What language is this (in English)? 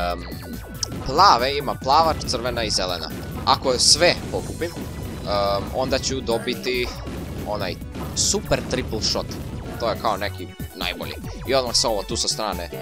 Croatian